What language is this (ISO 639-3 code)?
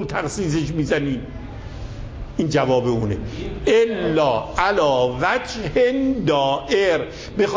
fas